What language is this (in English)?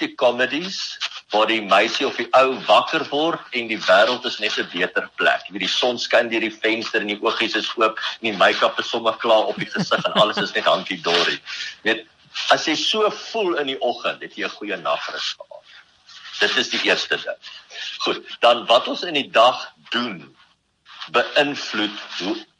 Afrikaans